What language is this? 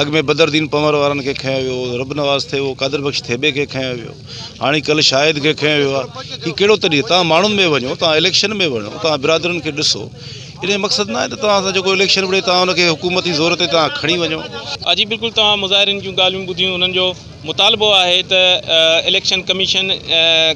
Sindhi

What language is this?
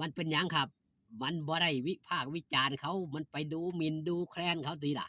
Northeastern Thai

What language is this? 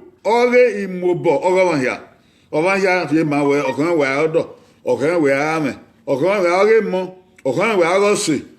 Bini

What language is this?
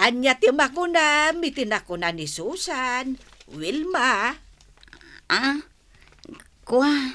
Iloko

